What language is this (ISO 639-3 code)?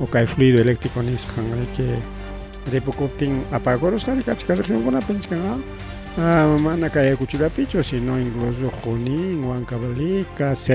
quy